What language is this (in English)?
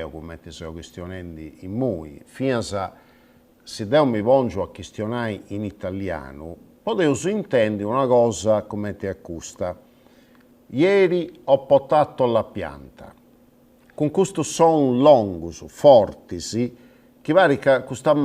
Sardinian